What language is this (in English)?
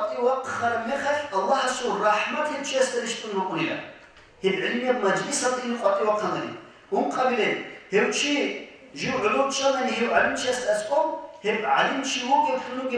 Avaric